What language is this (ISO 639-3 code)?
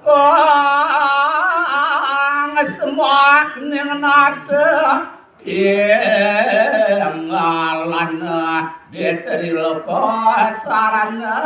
ban